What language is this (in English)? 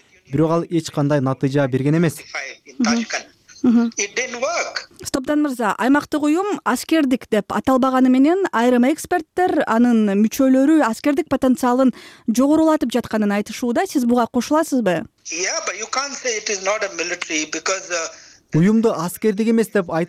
Kyrgyz